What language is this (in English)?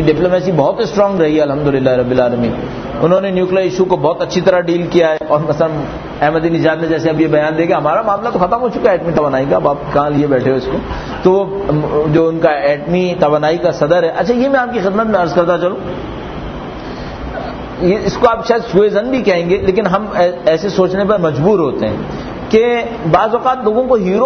Urdu